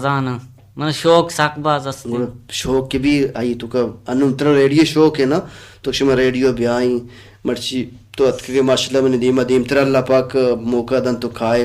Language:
Baluchi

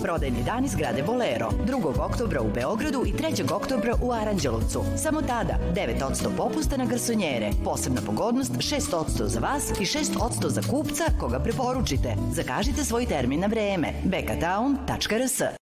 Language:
Serbian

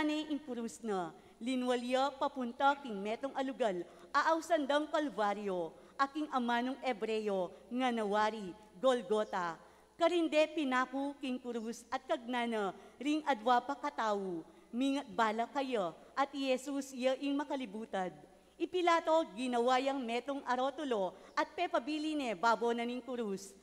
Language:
Pampanga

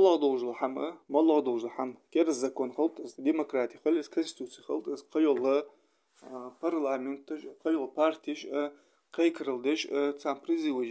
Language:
Ingush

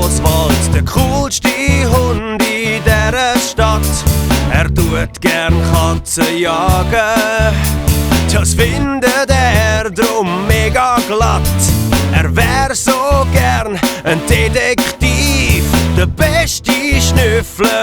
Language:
Swiss German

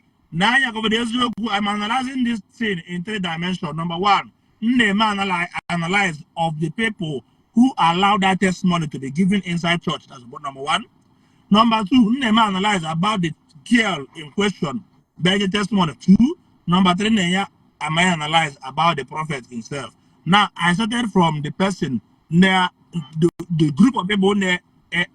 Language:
Igbo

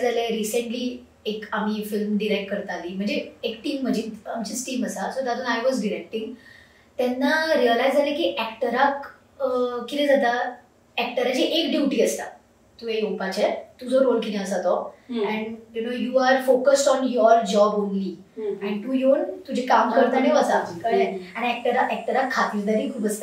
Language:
Konkani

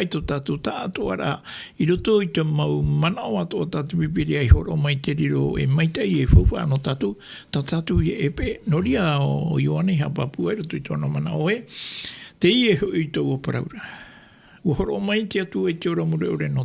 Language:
Tahitian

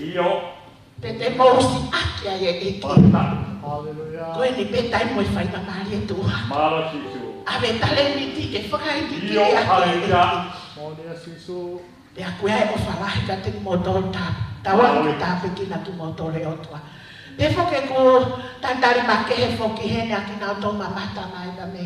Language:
Tongan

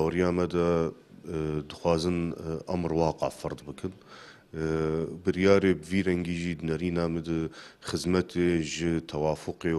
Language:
Kurdish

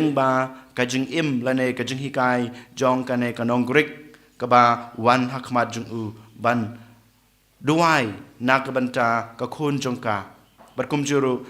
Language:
Khasi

